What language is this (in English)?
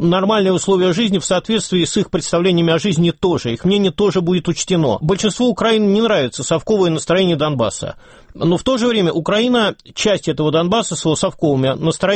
Russian